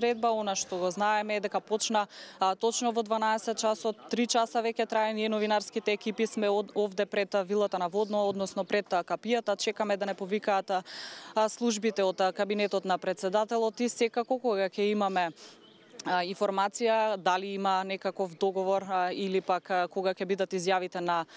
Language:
Macedonian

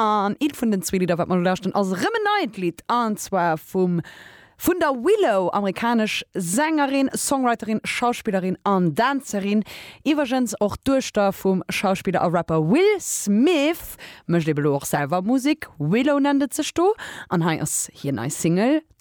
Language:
Luxembourgish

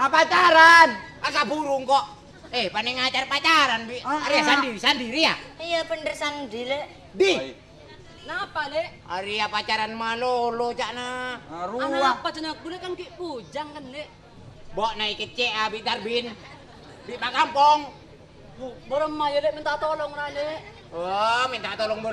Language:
Madurese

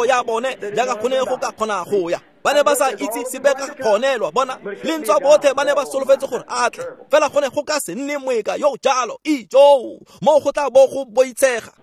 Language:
Tswana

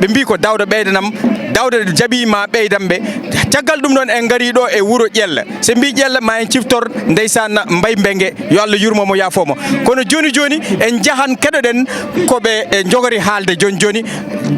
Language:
Fula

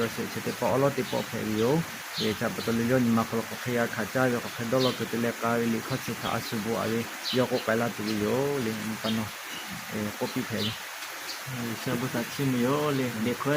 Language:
Lahu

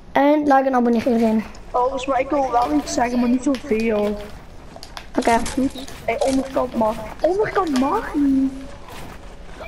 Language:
Dutch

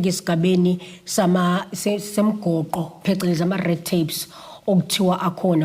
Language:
Zulu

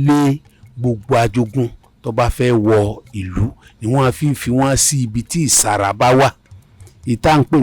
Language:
Yoruba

